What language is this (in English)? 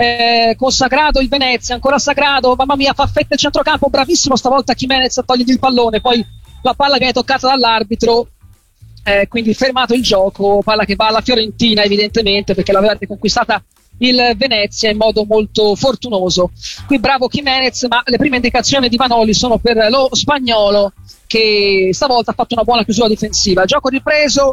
Italian